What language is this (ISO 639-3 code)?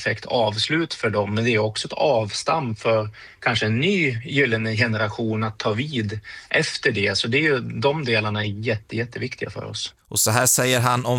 swe